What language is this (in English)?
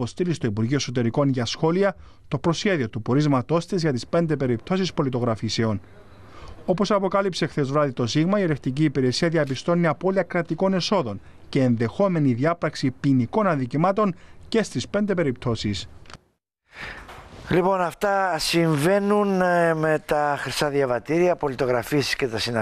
Greek